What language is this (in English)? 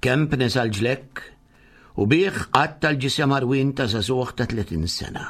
Maltese